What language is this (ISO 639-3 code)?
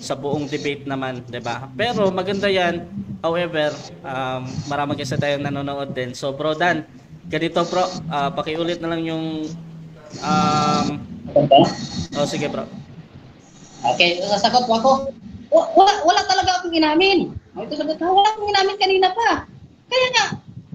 fil